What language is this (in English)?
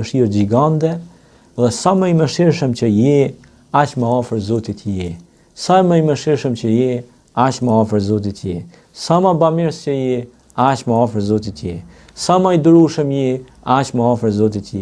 Albanian